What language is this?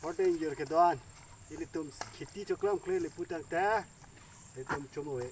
Karbi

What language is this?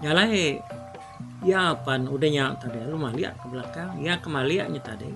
Iban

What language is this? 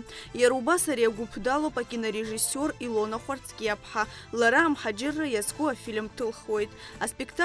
Abkhazian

